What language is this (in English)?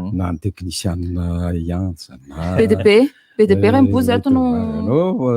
Malagasy